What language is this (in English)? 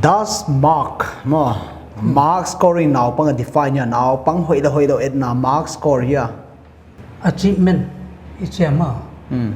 Paite Chin